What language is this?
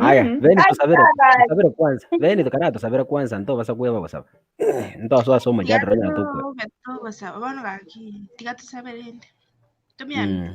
Gusii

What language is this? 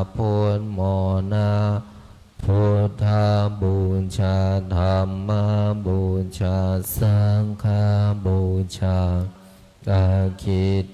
Pali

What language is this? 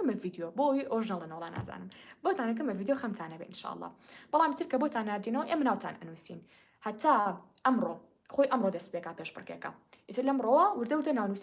Central Kurdish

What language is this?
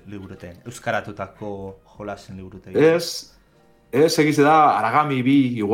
Basque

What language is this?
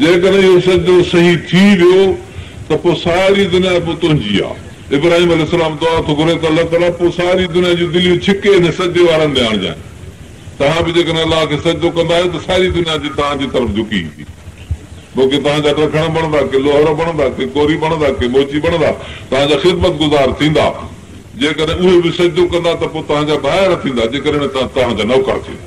Sindhi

